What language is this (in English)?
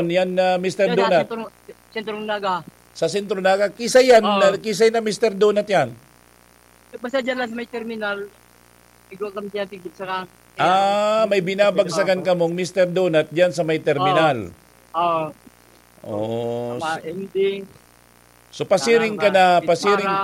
Bikol